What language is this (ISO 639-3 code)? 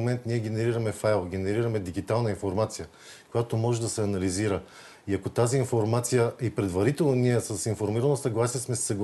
bul